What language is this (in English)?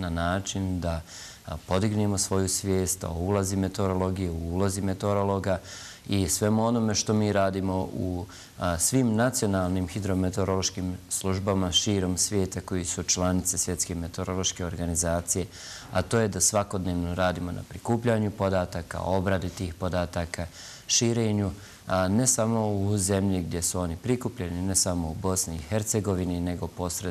Bosnian